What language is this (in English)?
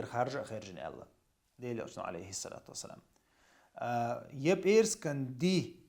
Chechen